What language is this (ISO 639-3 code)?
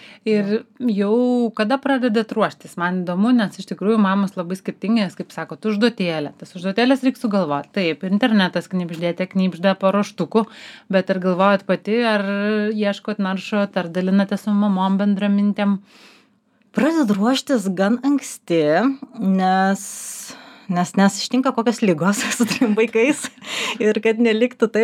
lit